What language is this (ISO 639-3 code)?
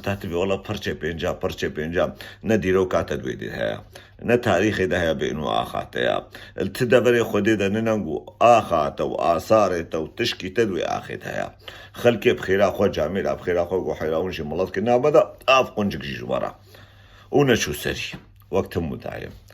kur